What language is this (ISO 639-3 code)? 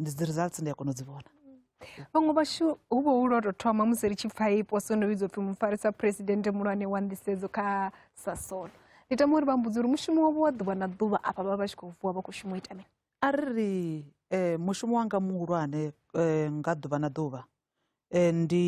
ven